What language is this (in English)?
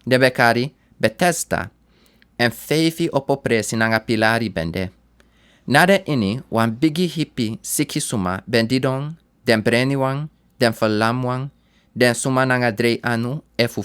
Sranan Tongo